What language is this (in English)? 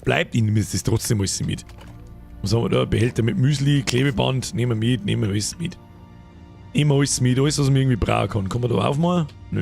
Bavarian